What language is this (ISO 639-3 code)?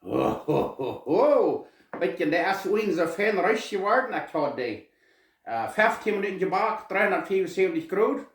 pdt